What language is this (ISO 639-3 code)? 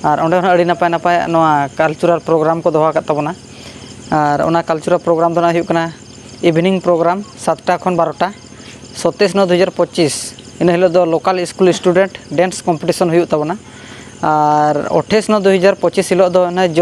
sat